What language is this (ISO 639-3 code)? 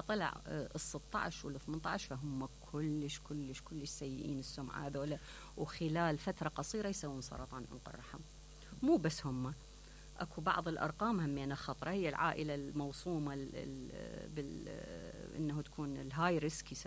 acm